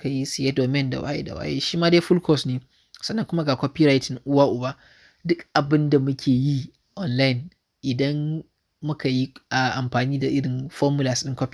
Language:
Hausa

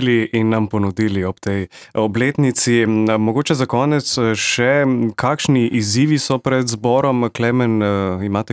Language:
Slovenian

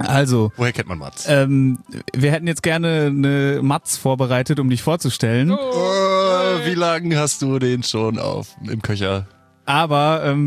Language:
German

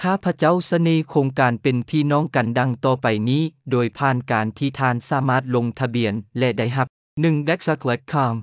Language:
Lao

